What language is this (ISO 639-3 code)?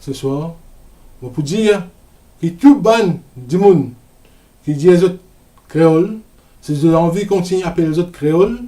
mfe